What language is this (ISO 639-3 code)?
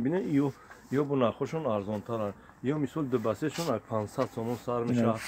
tgk